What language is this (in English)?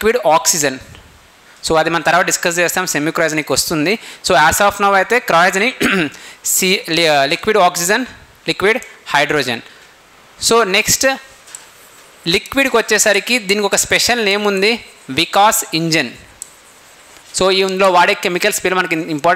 Telugu